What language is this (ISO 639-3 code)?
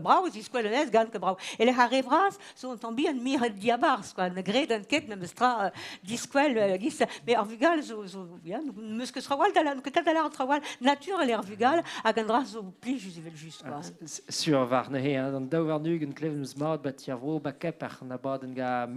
bre